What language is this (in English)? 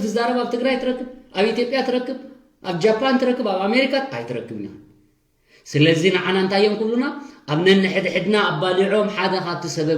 Tigrinya